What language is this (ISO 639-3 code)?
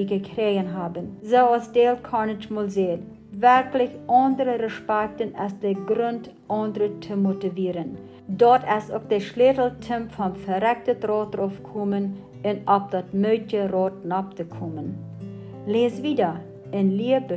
pdt